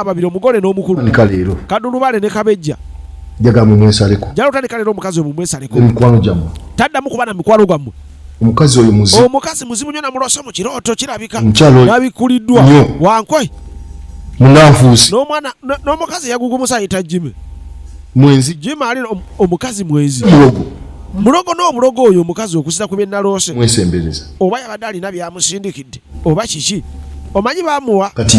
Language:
Ganda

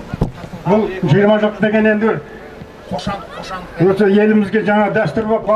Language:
Kazakh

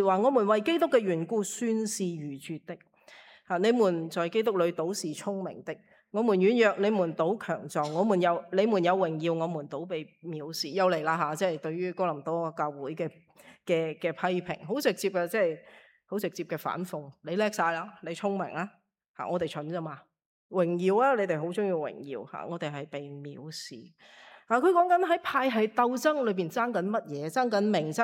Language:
Cantonese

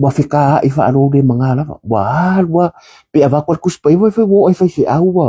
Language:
Samoan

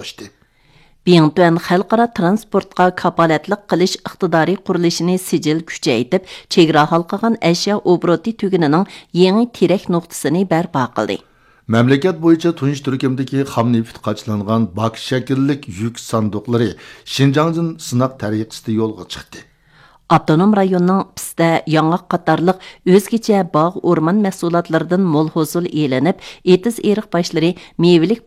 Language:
Uyghur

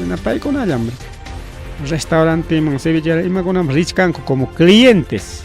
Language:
Ayacucho Quechua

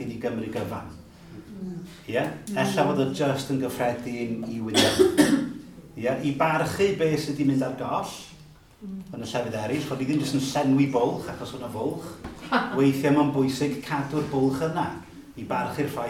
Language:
Welsh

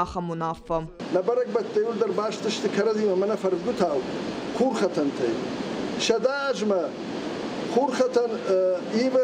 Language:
Ossetic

